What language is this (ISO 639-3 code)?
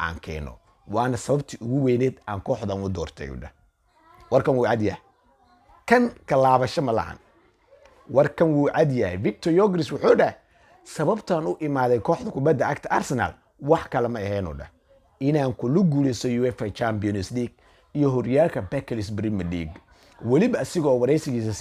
som